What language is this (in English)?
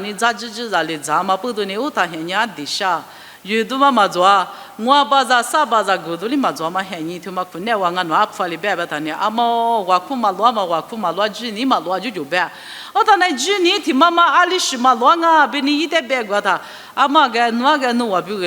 Lisu